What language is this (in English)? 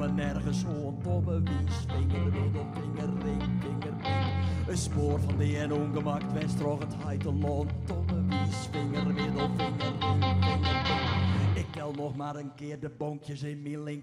Western Frisian